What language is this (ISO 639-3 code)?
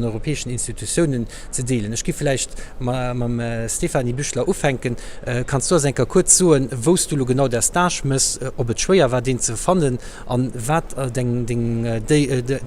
ltz